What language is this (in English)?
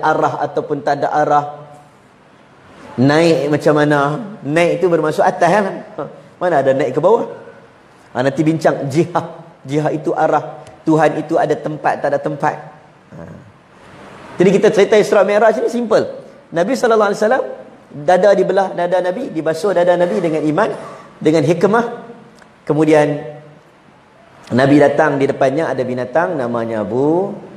Malay